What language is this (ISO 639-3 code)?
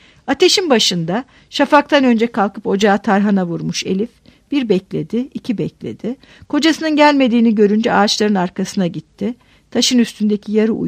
tur